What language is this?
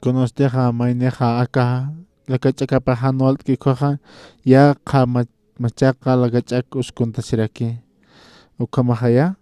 Aymara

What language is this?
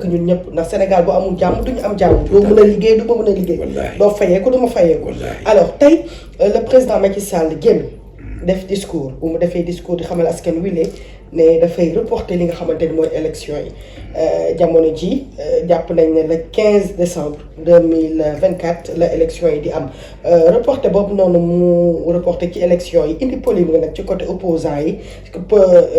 Wolof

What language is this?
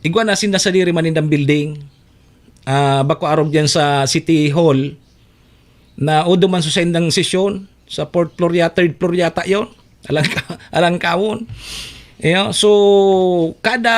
Bikol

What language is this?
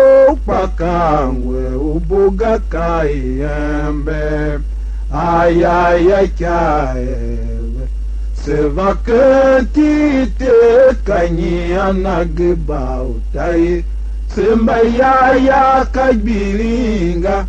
Tiv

